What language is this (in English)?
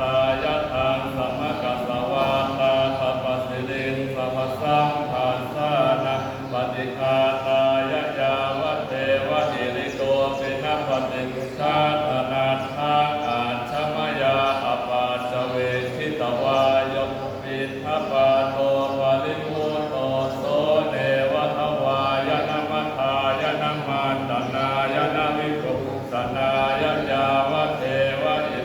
Pali